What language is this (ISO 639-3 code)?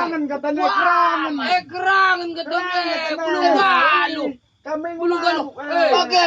btx